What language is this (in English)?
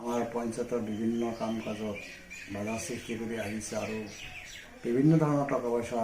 Assamese